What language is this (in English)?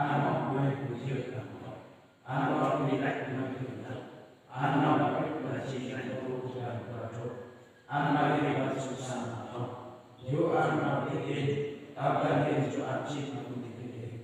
Central Mnong